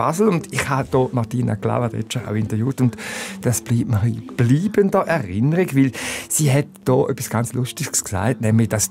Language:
Swiss German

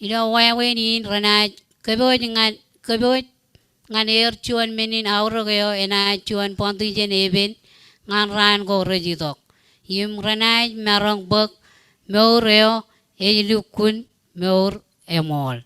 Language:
Marshallese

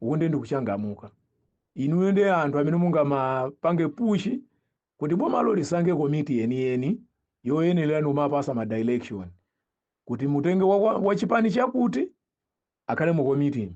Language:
Nyanja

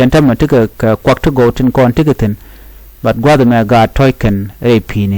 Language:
Nuer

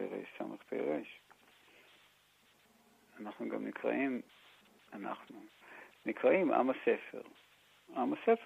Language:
Hebrew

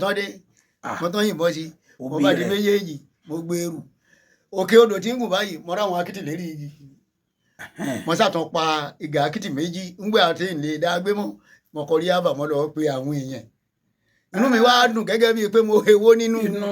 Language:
Yoruba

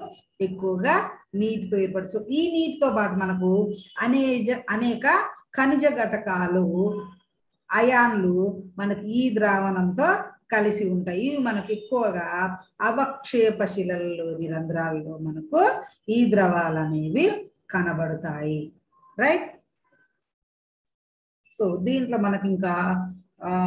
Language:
Telugu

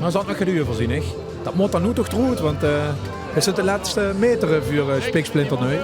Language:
Limburgish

